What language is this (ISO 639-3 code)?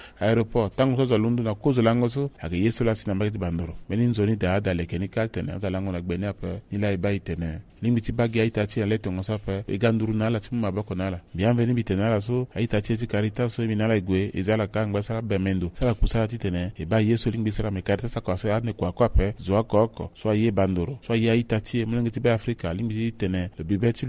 sag